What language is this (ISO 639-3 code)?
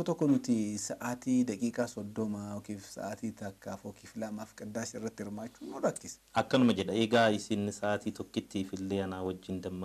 orm